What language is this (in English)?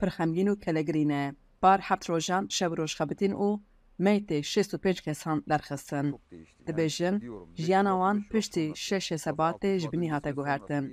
Kurdish